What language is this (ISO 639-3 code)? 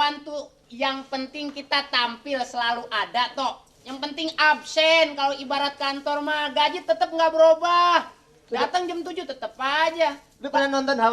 bew